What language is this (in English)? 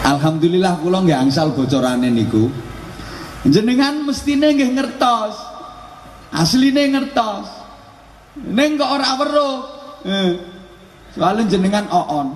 Javanese